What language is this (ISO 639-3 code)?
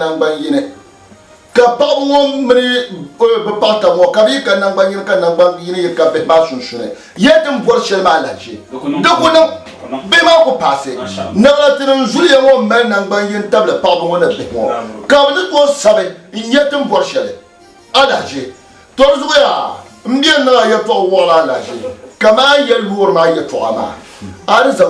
dag